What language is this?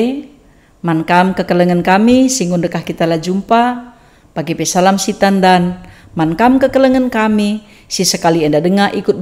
Batak Karo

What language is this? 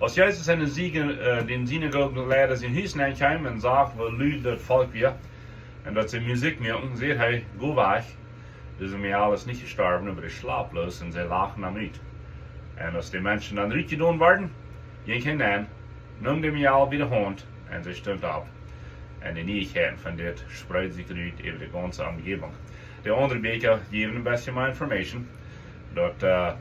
Plautdietsch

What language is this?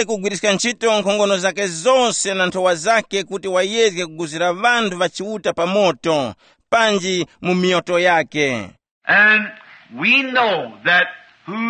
Tumbuka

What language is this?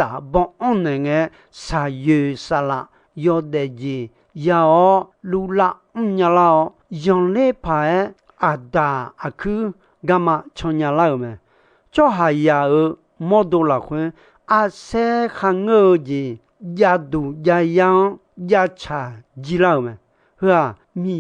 Akha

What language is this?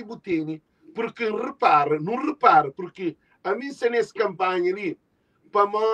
Kabuverdianu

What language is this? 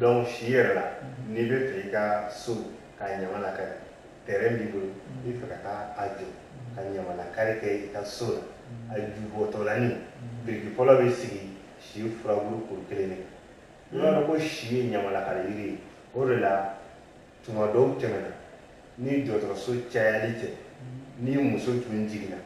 Bambara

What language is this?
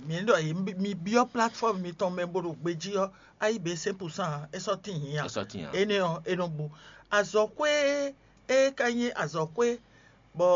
Fon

